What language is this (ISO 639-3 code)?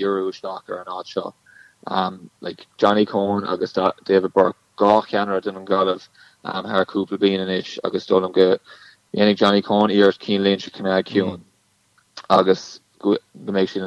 gle